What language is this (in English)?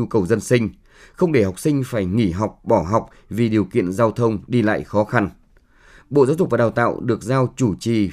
Vietnamese